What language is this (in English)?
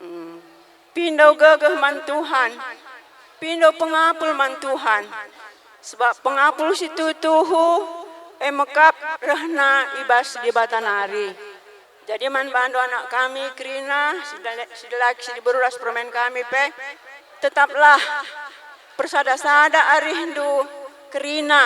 Batak Karo